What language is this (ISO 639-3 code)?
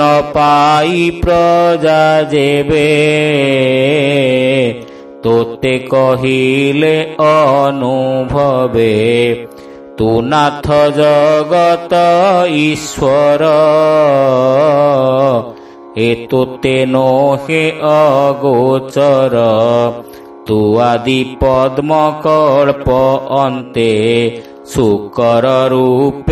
ori